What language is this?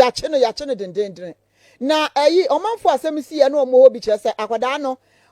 Akan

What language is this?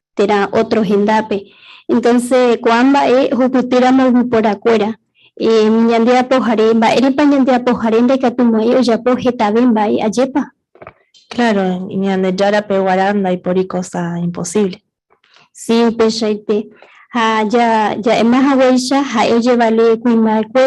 Guarani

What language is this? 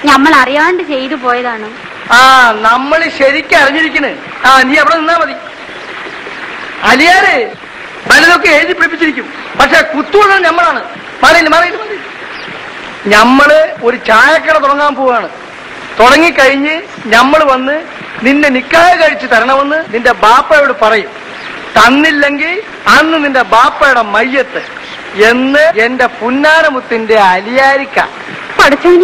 Malayalam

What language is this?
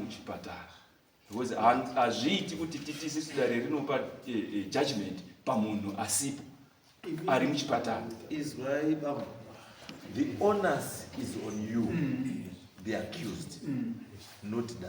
Shona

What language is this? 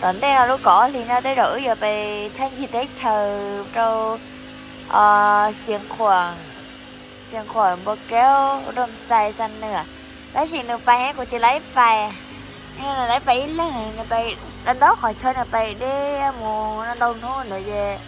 Hmong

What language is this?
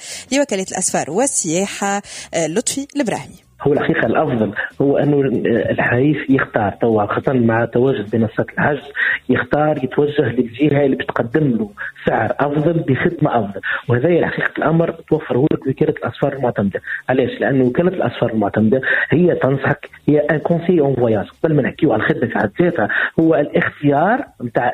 Tunisian Arabic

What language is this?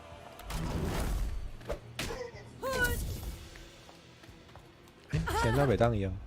Min Nan Chinese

